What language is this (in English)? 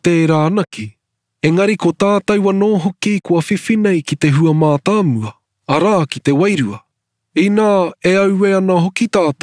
Māori